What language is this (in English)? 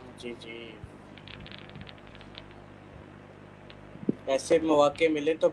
Urdu